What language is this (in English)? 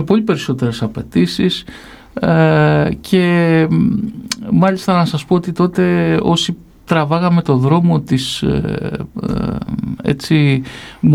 Greek